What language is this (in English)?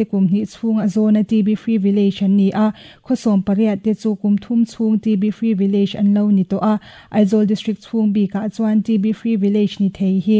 Mizo